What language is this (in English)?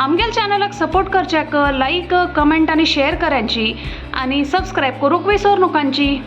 Konkani